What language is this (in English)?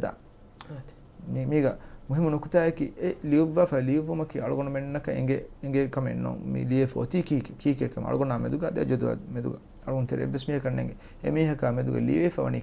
Divehi